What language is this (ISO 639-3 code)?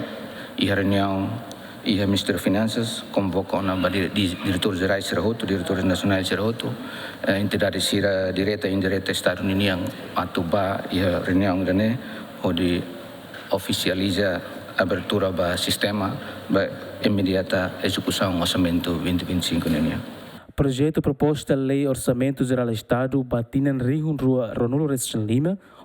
tet